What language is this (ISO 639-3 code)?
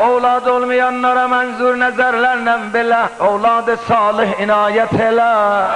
azb